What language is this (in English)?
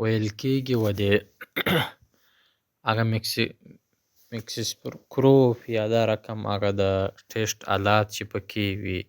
Pashto